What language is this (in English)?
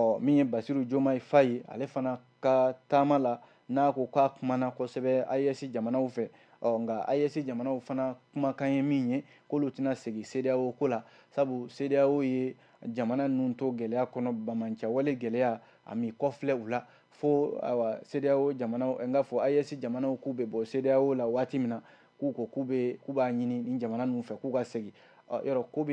Bambara